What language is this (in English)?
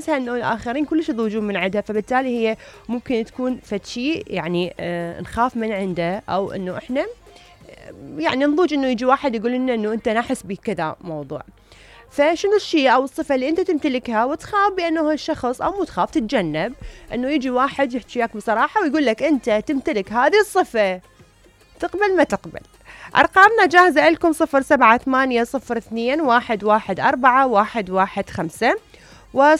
Mesopotamian Arabic